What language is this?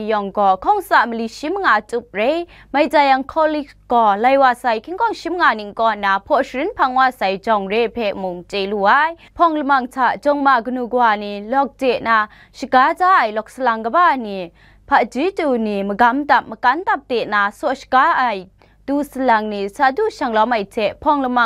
Kachin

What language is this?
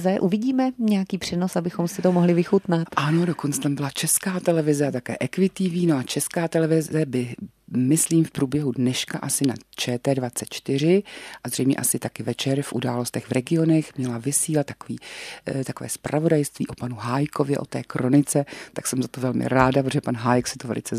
Czech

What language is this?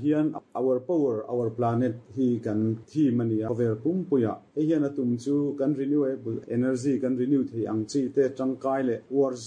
Mizo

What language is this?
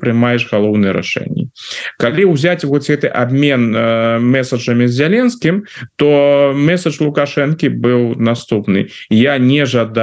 Belarusian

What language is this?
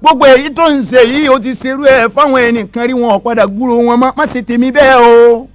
Yoruba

